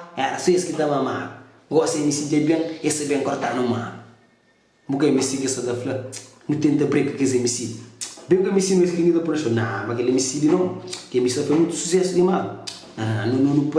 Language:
Kabuverdianu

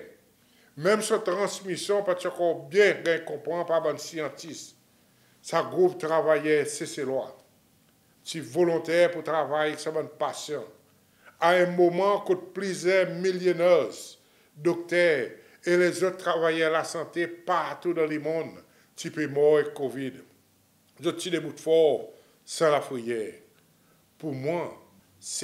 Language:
Seselwa Creole French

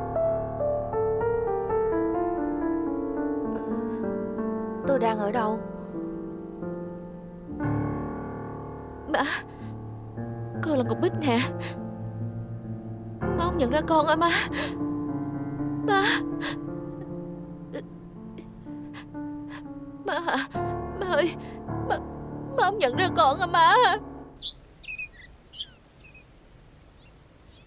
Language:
Vietnamese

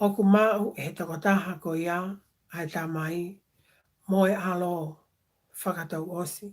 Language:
Tongan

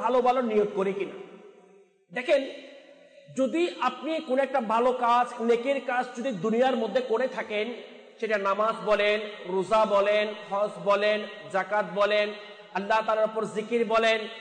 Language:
Bangla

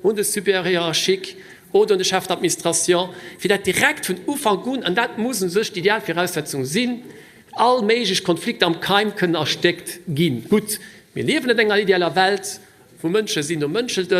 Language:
Luxembourgish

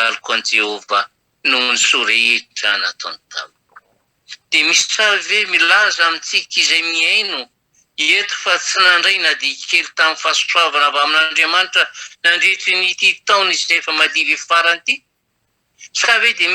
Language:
Malagasy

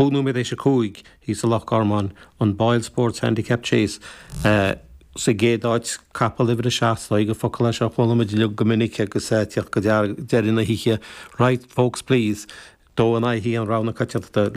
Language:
Irish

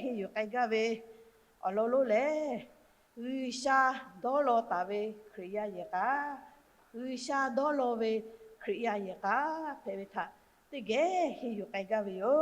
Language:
Lahu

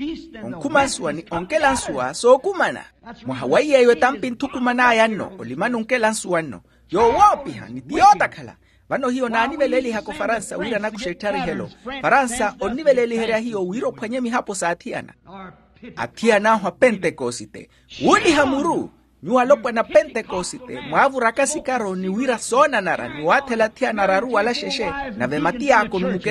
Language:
Makhuwa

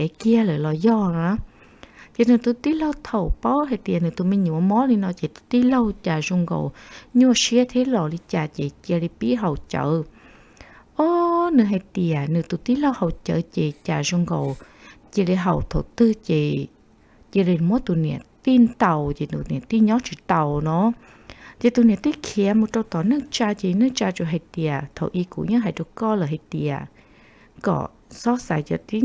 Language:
Hmong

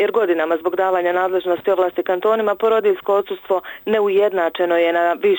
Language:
Bosnian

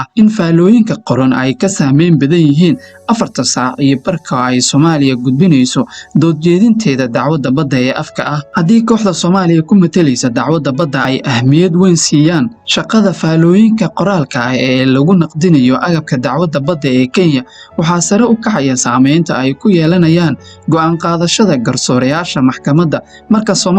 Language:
Somali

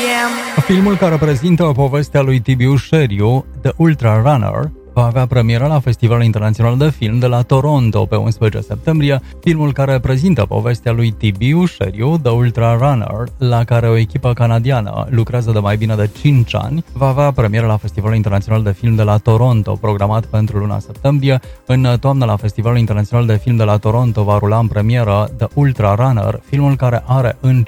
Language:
Romanian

